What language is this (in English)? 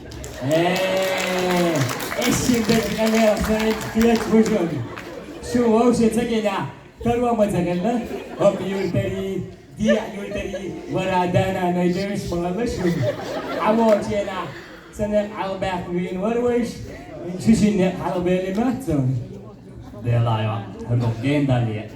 Chechen